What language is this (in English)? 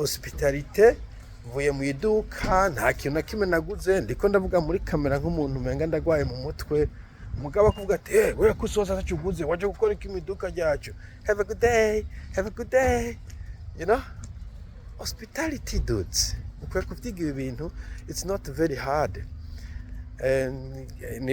Rundi